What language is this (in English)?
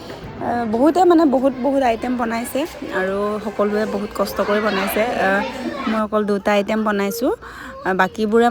Assamese